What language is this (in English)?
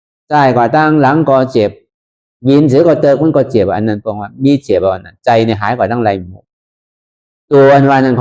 Shan